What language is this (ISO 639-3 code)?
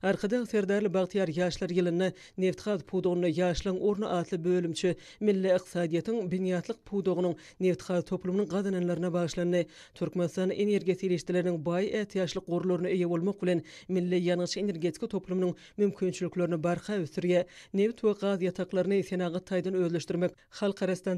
tuk